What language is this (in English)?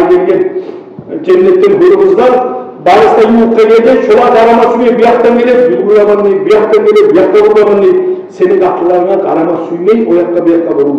Kumyk